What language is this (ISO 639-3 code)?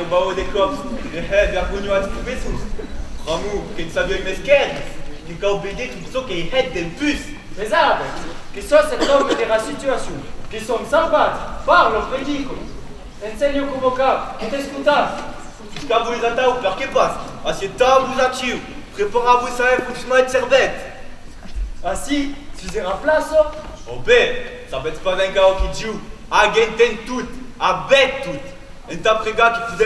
oci